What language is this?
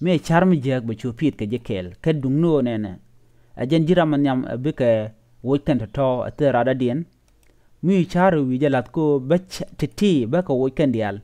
Nuer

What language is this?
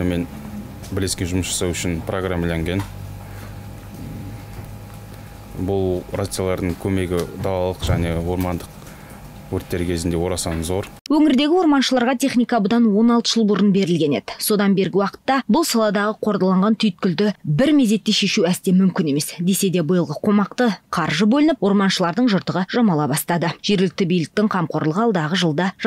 Kazakh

